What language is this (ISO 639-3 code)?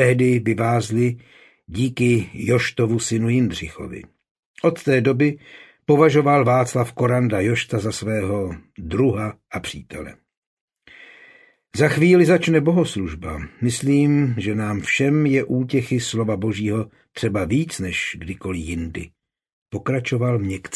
ces